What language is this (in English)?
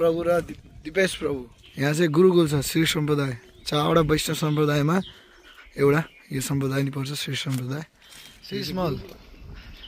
Nepali